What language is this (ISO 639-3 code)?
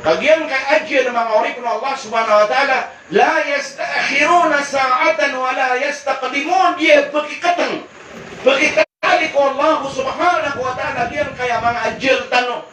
mrw